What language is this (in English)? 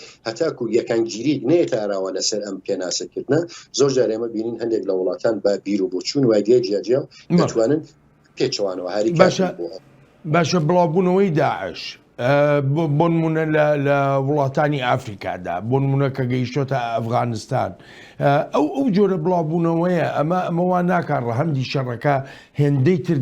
Central Kurdish